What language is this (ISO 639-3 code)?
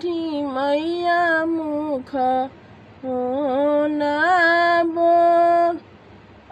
bho